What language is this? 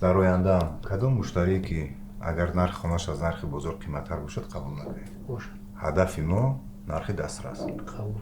Tajik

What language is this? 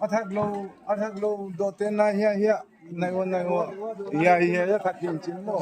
Gangte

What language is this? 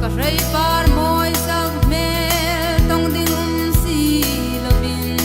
Hmar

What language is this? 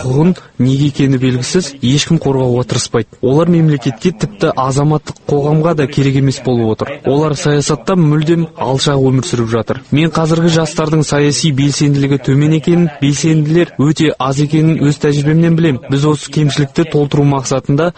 Kazakh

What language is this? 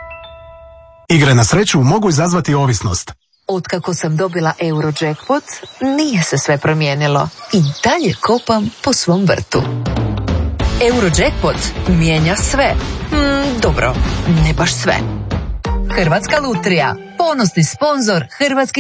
Croatian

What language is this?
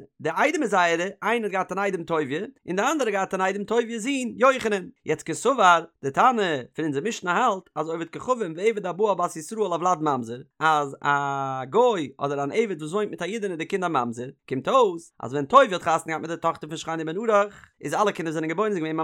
Yiddish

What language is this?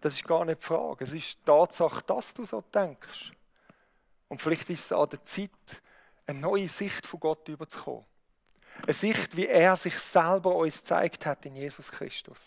Swiss German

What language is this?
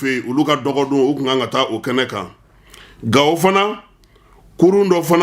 Bambara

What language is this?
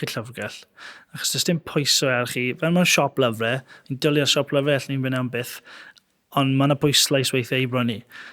Welsh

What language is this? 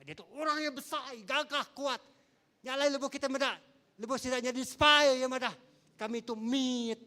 Iban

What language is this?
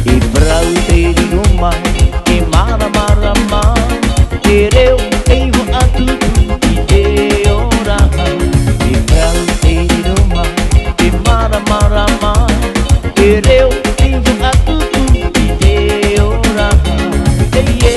Tahitian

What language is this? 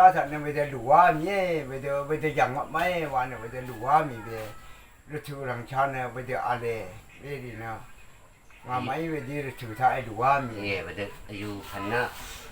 Rawang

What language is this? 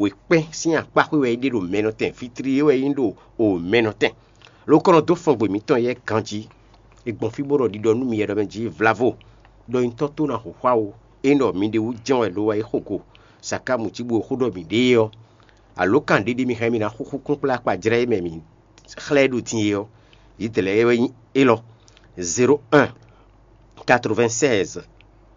Fon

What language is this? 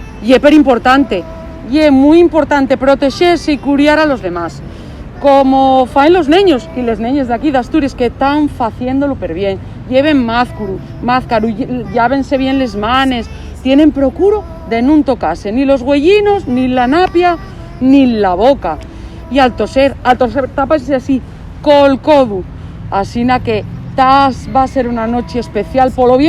Asturian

